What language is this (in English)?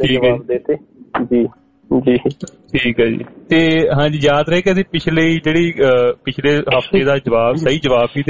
Punjabi